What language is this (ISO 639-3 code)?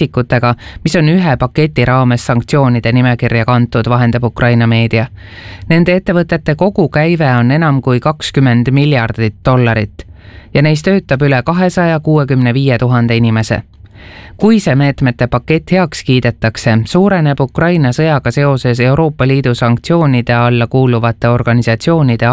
est